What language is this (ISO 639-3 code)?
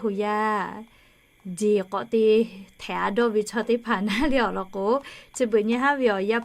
lhu